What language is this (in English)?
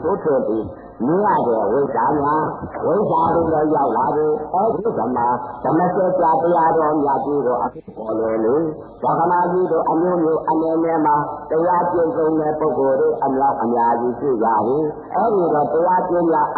Burmese